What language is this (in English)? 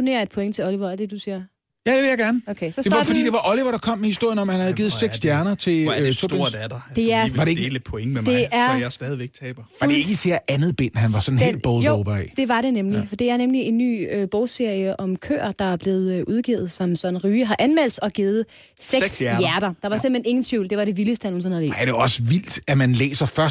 Danish